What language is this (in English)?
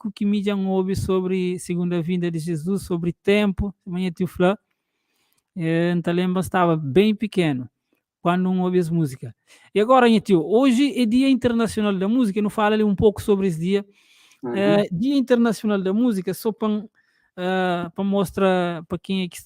Kabuverdianu